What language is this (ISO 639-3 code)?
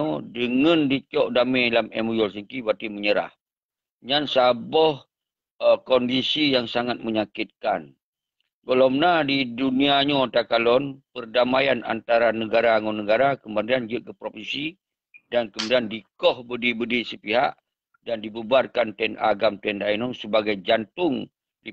ace